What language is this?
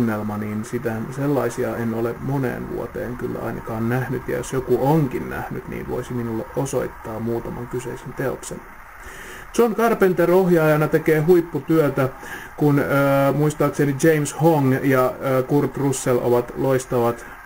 Finnish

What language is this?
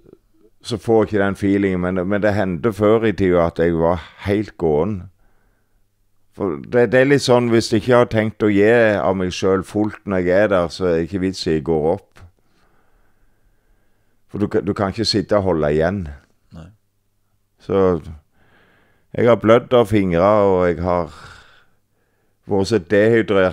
Norwegian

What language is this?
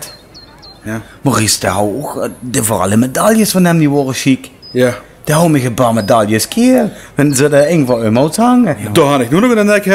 Limburgish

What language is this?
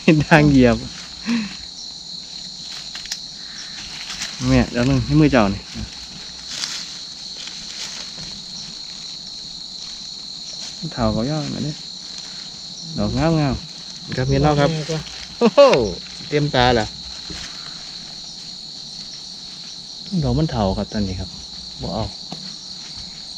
Northeastern Thai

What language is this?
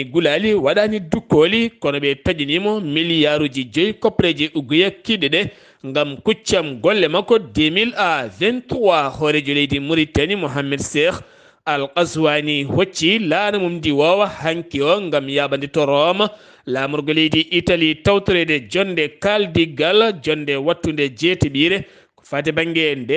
Fula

